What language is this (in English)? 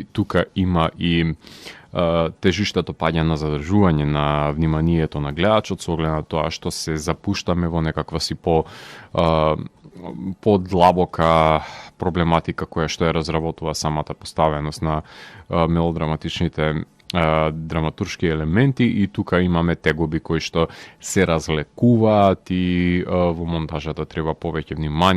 Macedonian